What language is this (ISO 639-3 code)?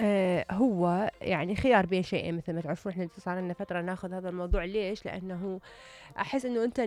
acm